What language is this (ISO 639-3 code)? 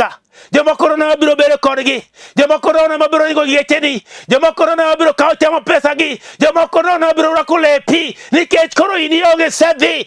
luo